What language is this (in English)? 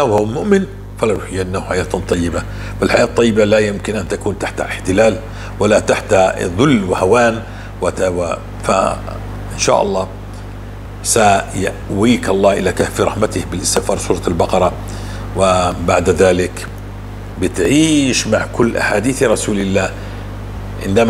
North Levantine Arabic